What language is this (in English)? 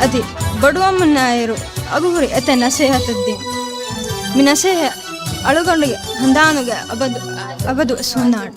Divehi